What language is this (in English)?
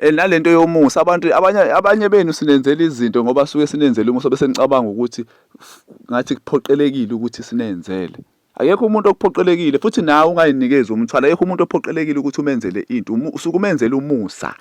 Zulu